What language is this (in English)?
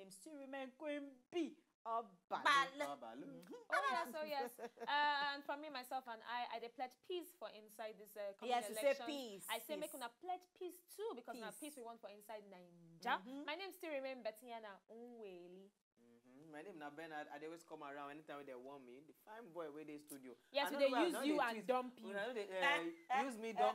Nigerian Pidgin